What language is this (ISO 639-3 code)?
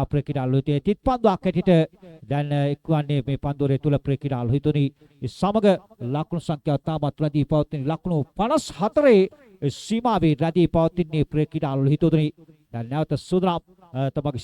sin